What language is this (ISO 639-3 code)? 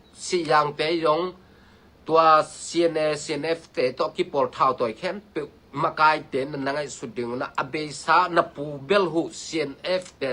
ctd